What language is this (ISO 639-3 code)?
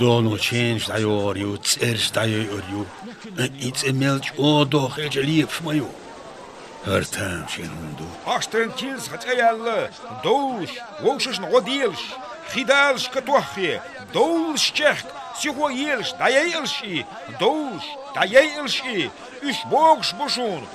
che